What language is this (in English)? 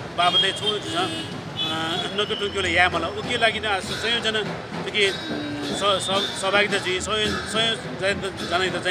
Newari